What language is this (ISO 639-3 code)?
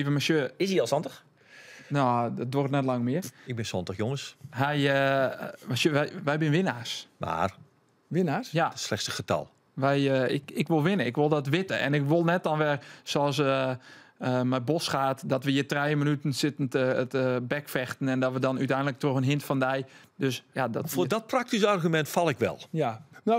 fry